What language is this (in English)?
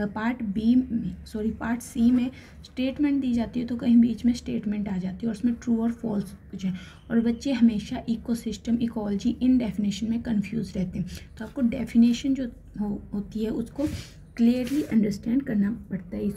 Hindi